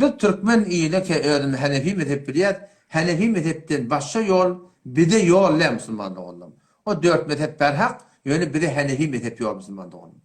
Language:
Turkmen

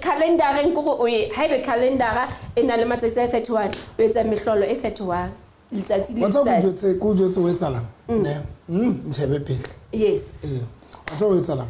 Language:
Southern Sotho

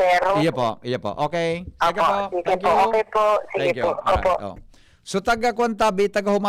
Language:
Bikol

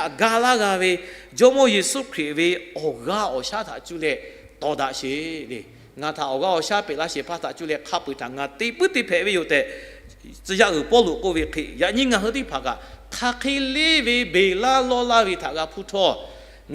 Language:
Lahu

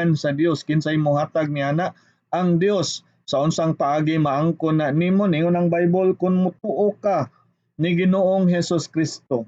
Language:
Cebuano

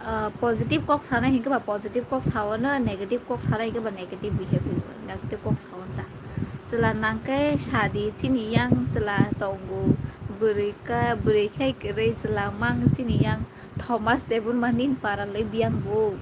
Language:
Kok Borok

